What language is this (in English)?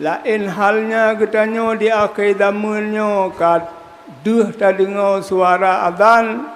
Achinese